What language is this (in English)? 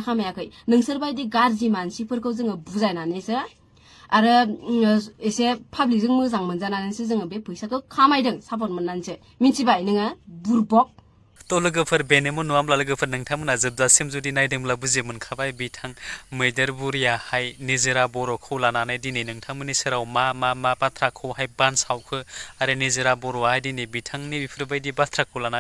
Bodo